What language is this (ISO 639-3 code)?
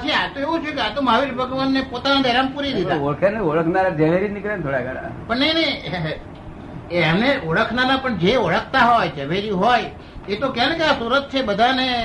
guj